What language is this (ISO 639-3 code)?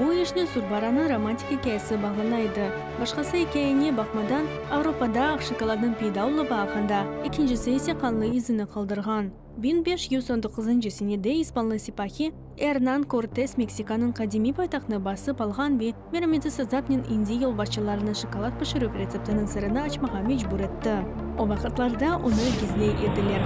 crh